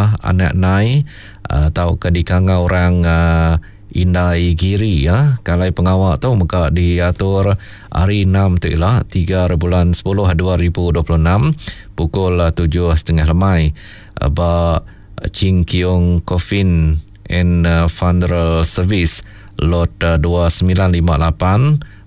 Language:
Iban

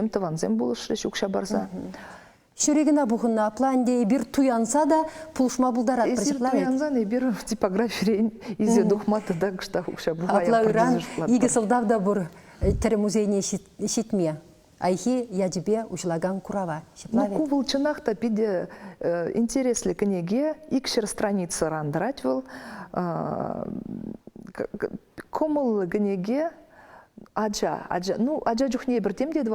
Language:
Chuvash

